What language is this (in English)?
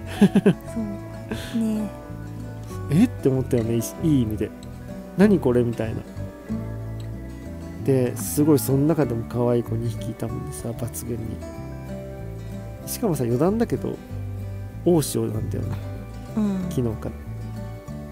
Japanese